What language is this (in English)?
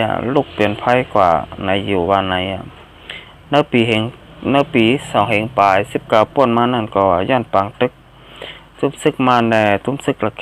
Shan